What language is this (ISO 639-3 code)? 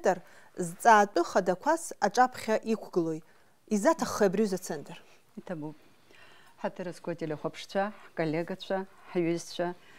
abk